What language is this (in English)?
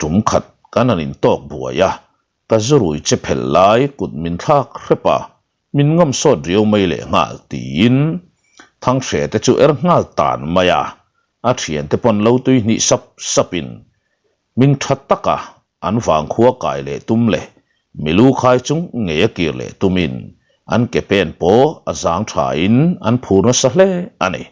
Mizo